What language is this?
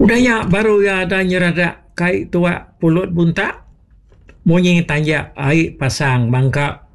Iban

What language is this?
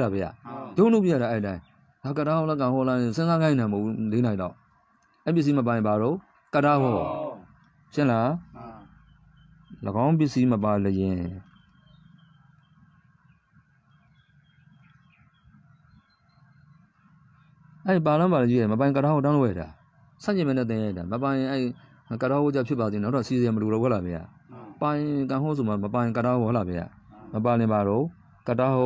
Burmese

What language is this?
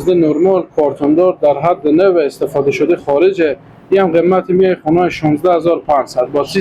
Persian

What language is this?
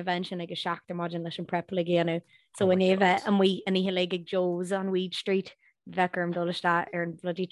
Irish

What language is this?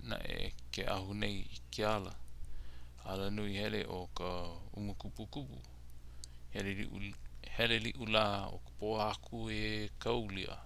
Hawaiian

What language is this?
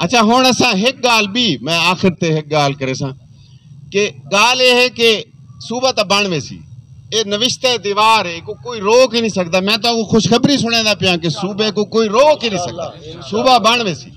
Saraiki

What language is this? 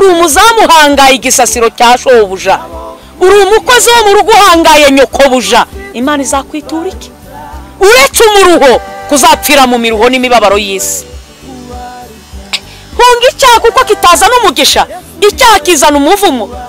Kinyarwanda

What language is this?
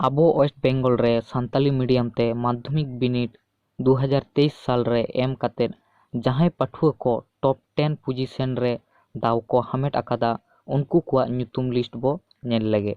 Santali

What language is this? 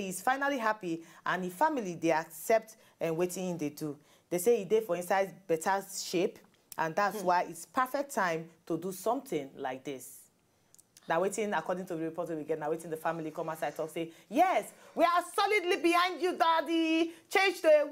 Nigerian Pidgin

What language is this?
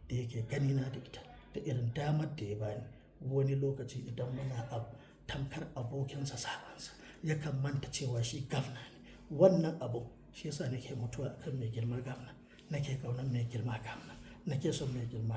Hausa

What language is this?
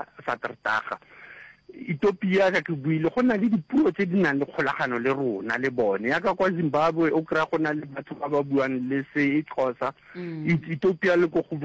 Northern Sotho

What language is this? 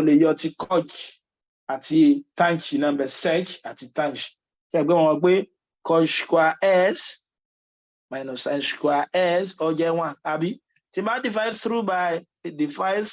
Yoruba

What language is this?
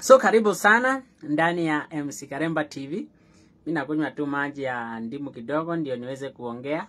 Swahili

